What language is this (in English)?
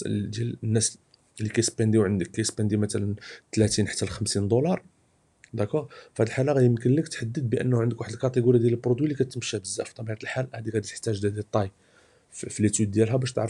Moroccan Arabic